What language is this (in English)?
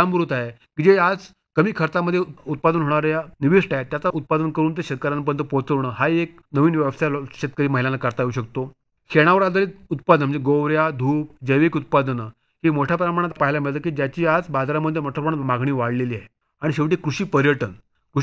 Marathi